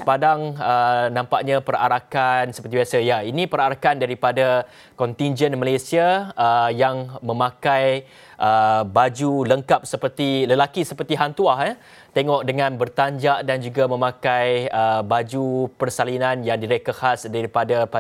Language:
Malay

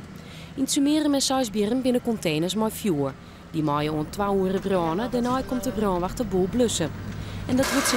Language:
Western Frisian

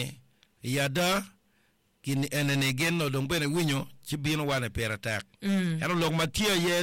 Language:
Acoli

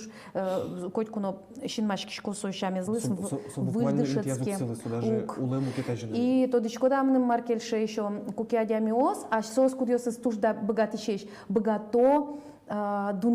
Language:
Udmurt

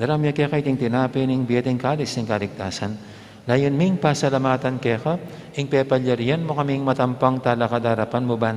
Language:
Pampanga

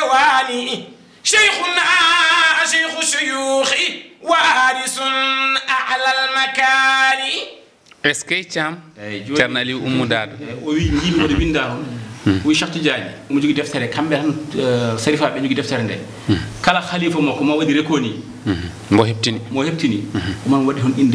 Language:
Fula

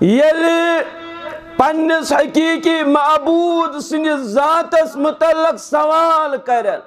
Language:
Kashmiri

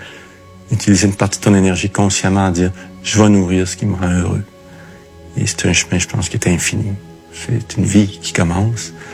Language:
French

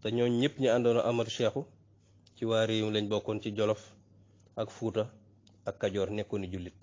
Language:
Wolof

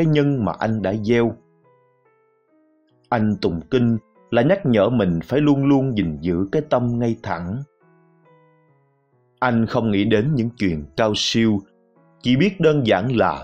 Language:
Vietnamese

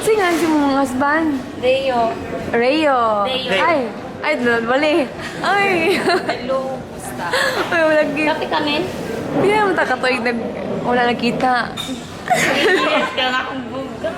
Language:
Cebuano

